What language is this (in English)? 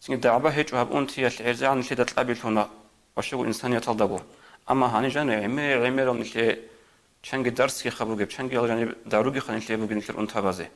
Avaric